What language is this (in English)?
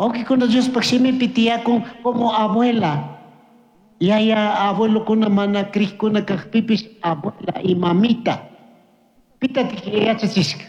Chimborazo Highland Quichua